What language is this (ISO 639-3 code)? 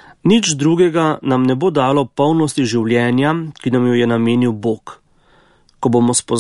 slv